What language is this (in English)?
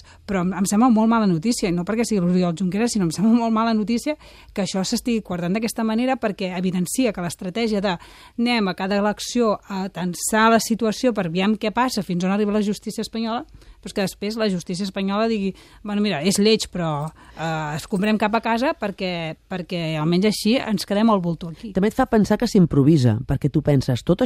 Catalan